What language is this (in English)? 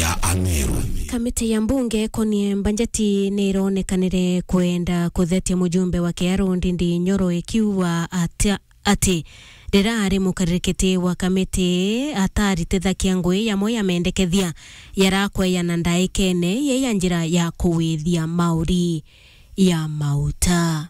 Meru